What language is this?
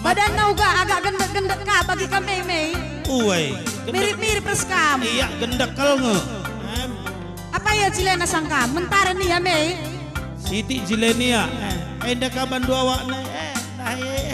Batak Karo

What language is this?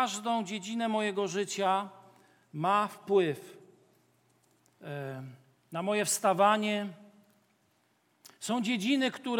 Polish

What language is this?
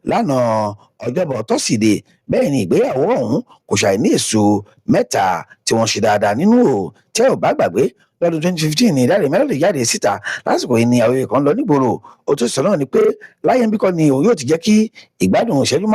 Yoruba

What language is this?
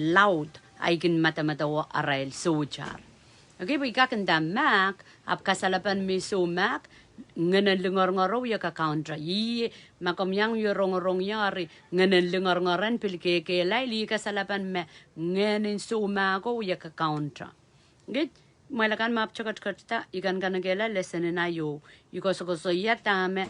Pohnpeian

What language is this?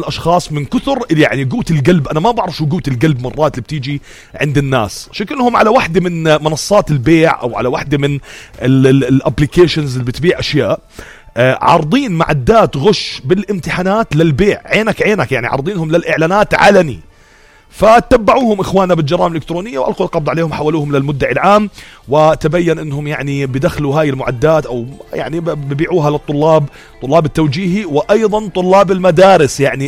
North Levantine Arabic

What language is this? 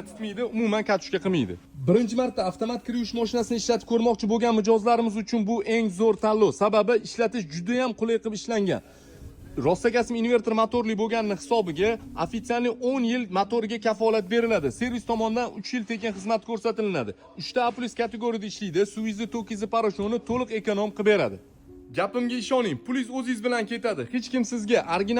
Uzbek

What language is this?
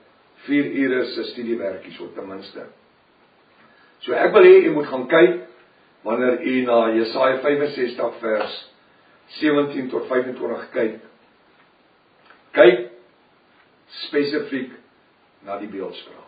Afrikaans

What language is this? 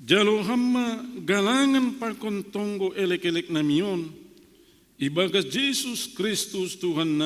Batak Simalungun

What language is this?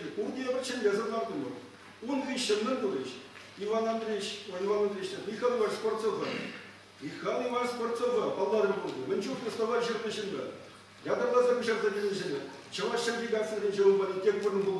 Chuvash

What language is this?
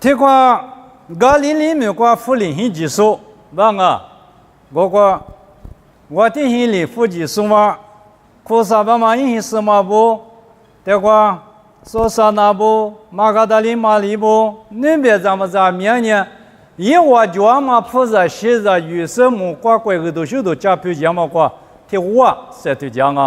Lisu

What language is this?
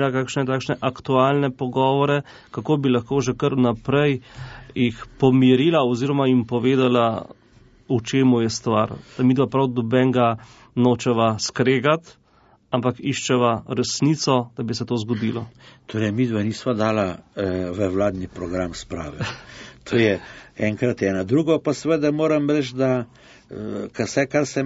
Slovenian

